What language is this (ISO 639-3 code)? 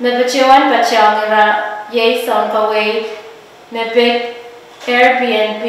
pon